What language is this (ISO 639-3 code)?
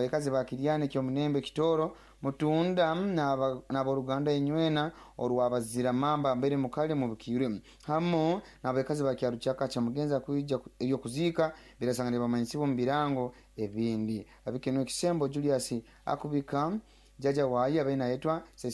nyo